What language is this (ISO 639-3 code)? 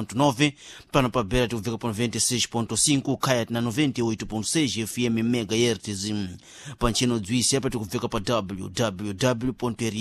seh